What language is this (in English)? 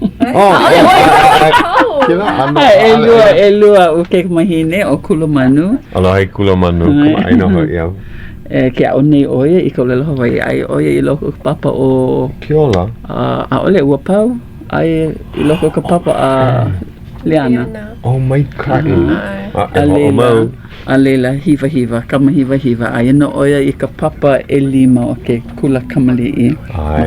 Hawaiian